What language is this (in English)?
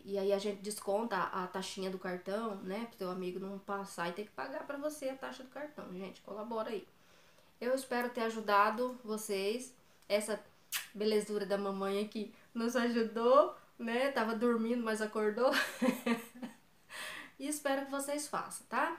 Portuguese